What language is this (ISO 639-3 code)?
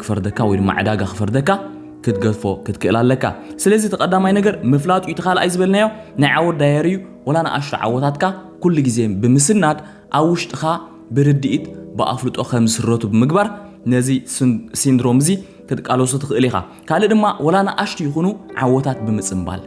tir